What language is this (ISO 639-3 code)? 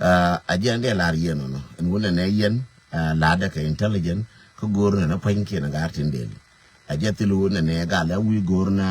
nus